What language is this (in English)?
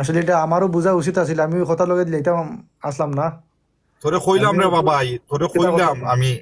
Sylheti